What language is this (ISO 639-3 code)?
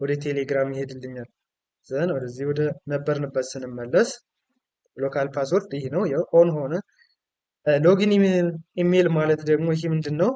amh